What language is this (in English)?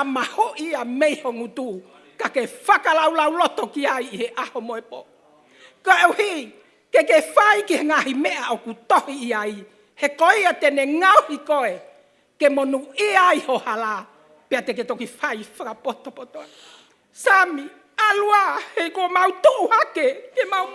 Tongan